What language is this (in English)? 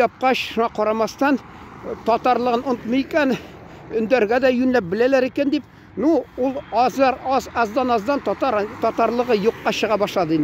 Tatar